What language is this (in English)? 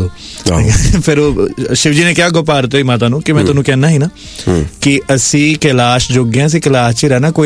Punjabi